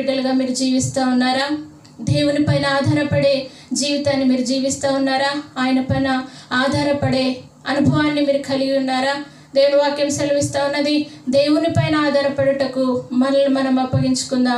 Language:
Telugu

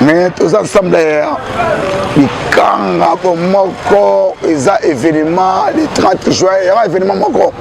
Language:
Lingala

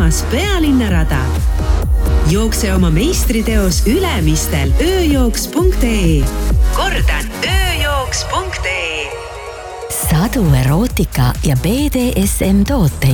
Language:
Estonian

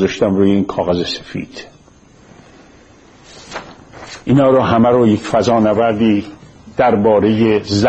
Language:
Persian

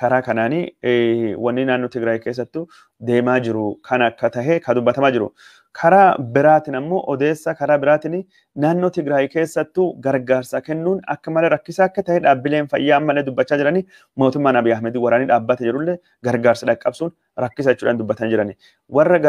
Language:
Oromo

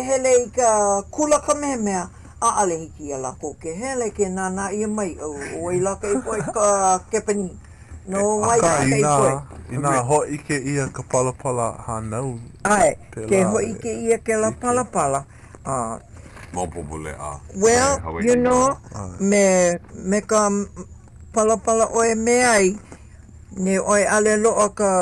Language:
Hawaiian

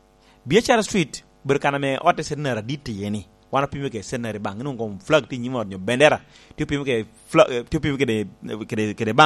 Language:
Lango (Uganda)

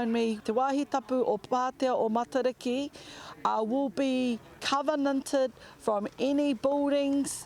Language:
Māori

